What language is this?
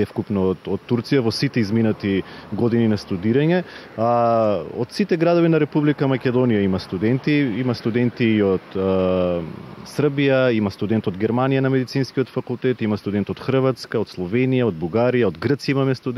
Macedonian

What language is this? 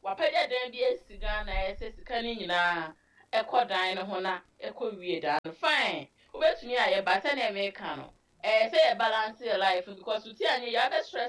Akan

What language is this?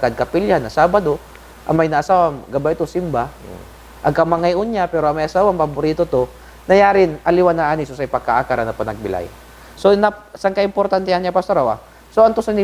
Pangasinan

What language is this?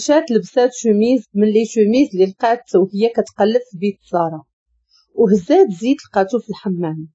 Moroccan Arabic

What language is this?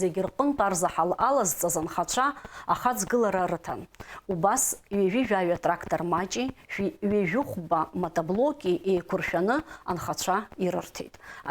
Abkhazian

